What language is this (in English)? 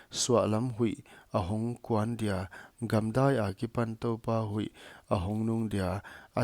Paite Chin